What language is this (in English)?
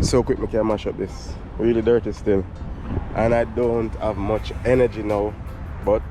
Jamaican Creole English